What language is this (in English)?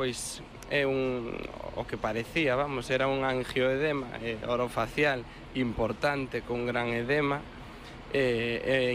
Galician